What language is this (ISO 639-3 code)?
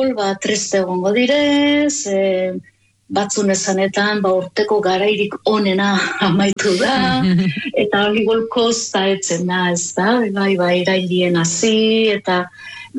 eus